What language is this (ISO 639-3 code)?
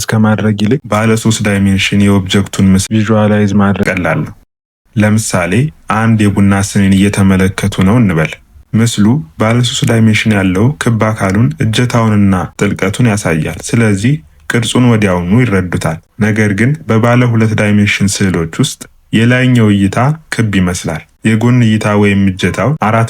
amh